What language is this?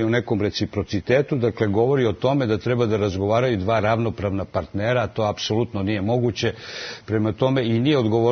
Serbian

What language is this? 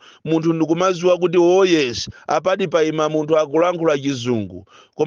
Nyanja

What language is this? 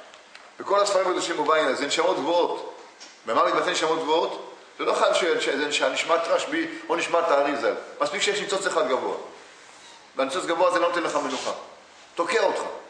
Hebrew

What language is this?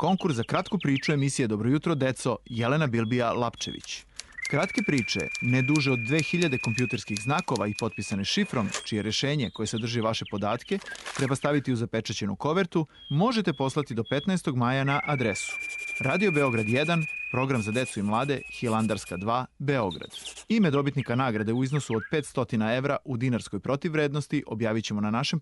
Serbian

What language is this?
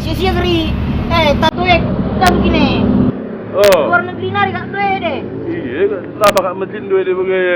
Batak Karo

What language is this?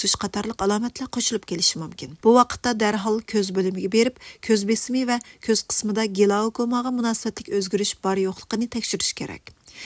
Uyghur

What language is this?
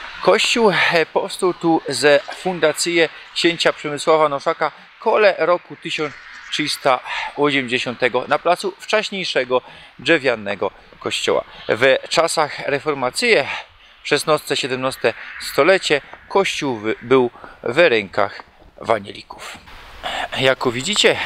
Silesian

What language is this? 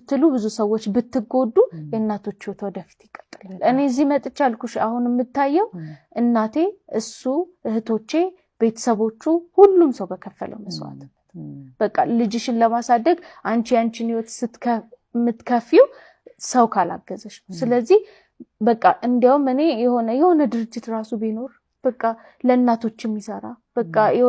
Amharic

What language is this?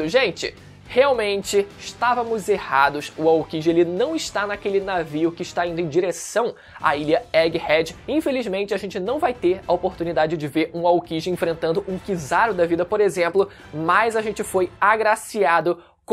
Portuguese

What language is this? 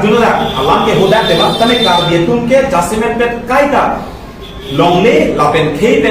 Karbi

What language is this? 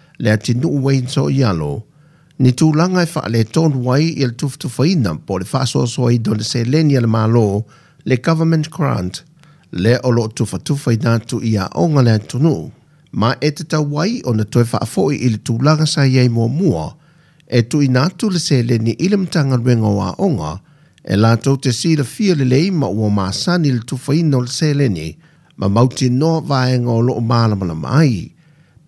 Samoan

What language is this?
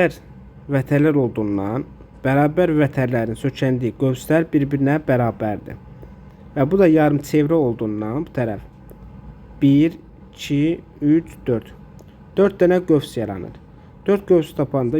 Azerbaijani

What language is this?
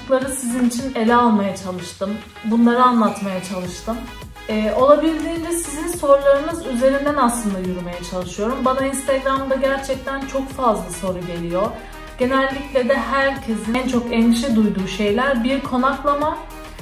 Turkish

